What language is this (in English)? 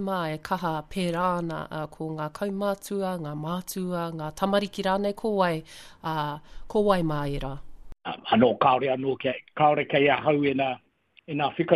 Māori